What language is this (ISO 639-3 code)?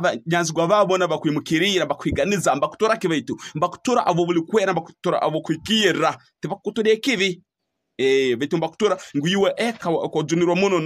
ttj